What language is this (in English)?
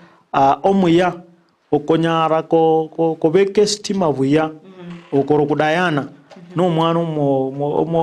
Gusii